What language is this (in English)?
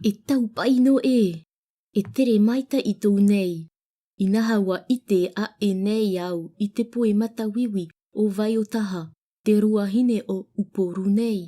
Tahitian